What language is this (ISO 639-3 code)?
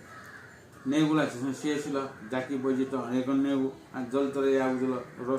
new